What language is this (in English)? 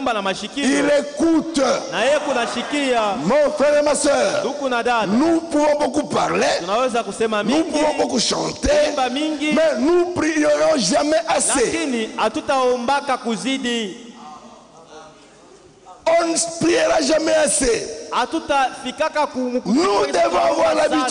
Swahili